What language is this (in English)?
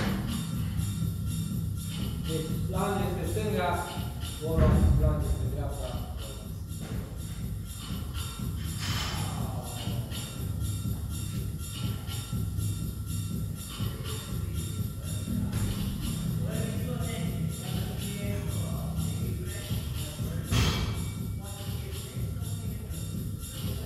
Romanian